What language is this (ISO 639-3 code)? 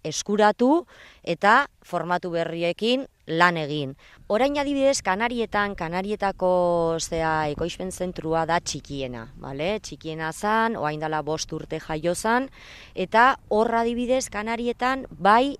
eus